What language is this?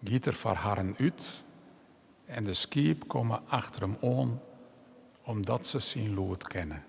Western Frisian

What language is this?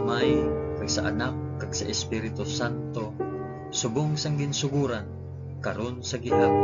Hiligaynon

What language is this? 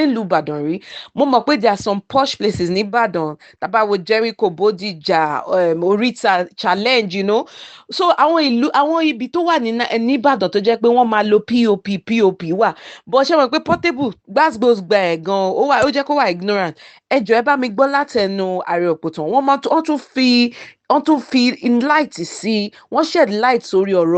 Yoruba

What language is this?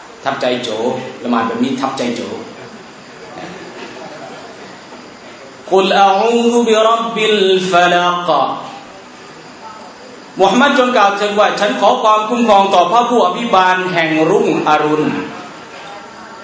Thai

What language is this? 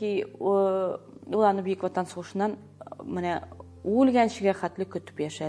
Tatar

